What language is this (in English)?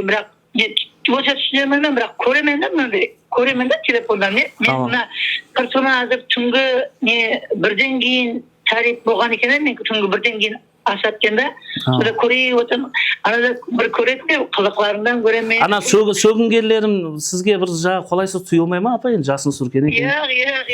Kara-Kalpak